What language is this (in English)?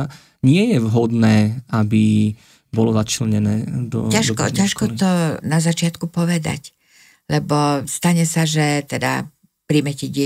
Slovak